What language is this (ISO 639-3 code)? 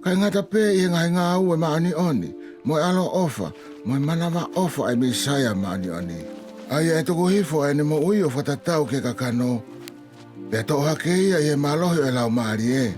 ton